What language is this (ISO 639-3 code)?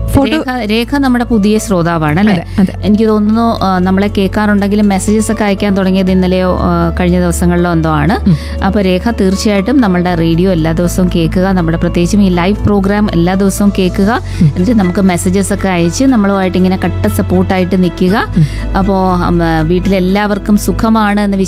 mal